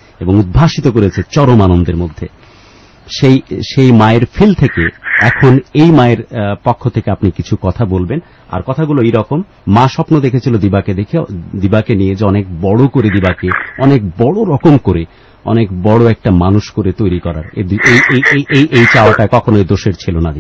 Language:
Bangla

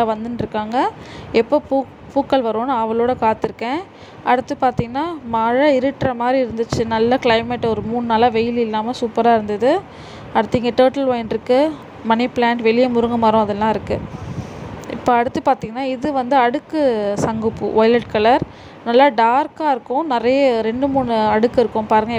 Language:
Tamil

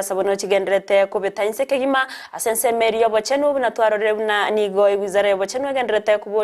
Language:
Gusii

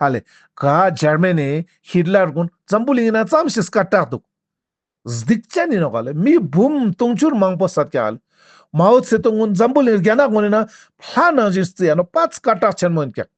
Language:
Ladakhi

